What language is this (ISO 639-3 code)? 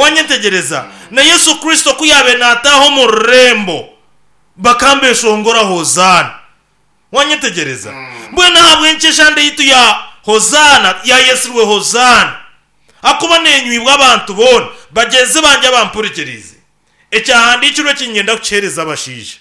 nyn